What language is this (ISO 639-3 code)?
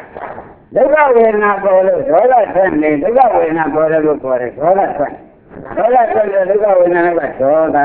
mya